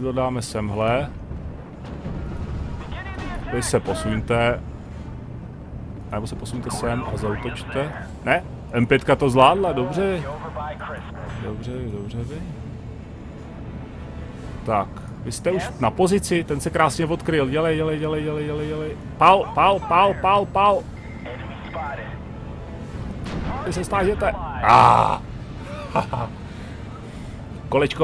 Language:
Czech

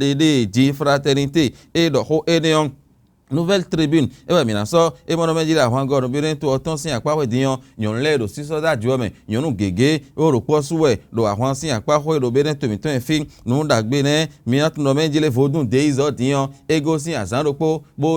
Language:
Fon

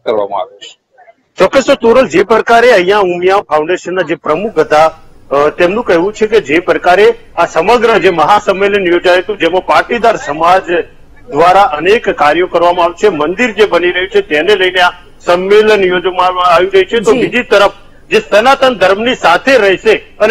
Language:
Gujarati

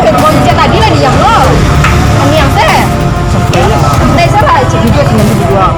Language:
Minangkabau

